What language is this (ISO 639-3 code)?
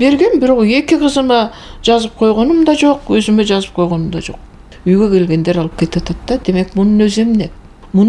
kir